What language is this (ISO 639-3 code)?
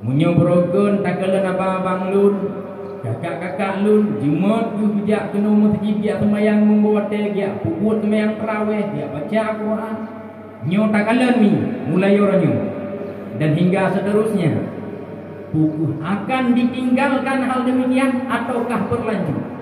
ace